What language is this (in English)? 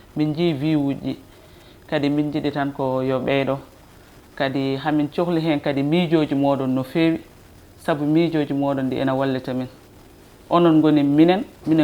Fula